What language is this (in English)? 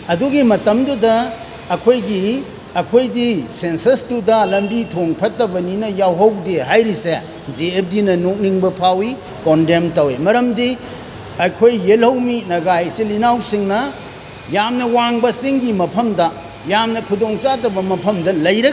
Manipuri